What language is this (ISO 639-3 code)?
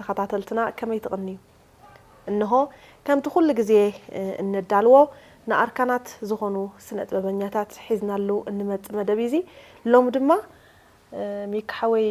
tir